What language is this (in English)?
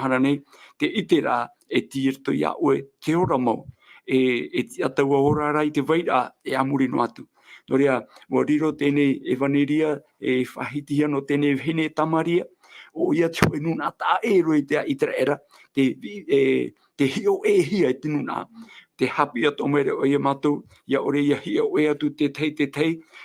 Tahitian